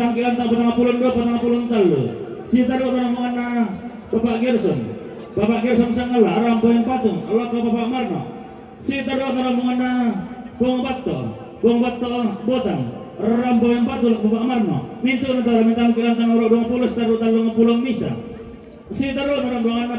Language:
Toraja-Sa'dan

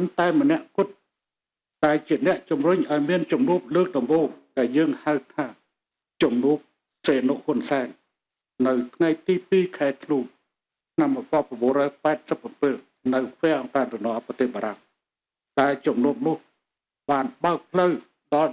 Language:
Khmer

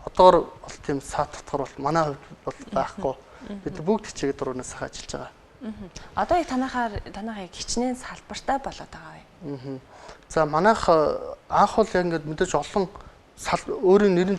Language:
Mongolian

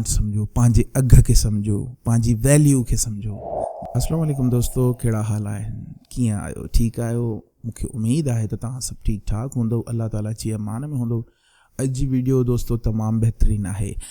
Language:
Sindhi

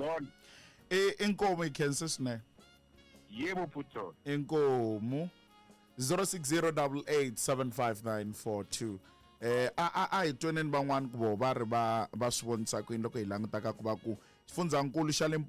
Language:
Tsonga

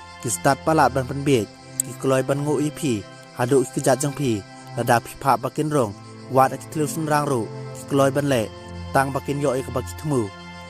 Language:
Khasi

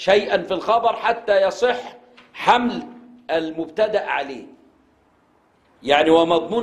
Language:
Arabic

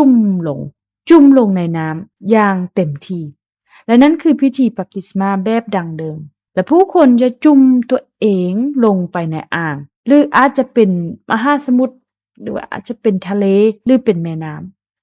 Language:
Lao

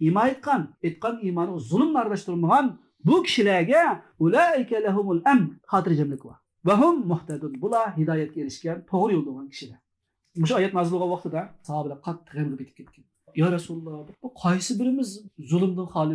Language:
Uyghur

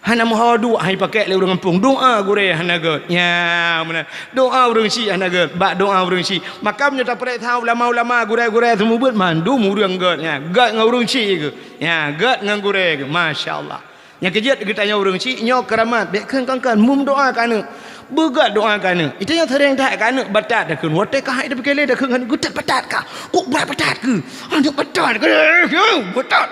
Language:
Achinese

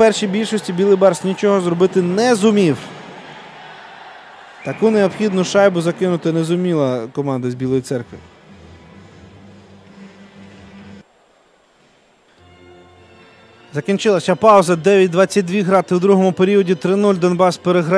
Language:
Ukrainian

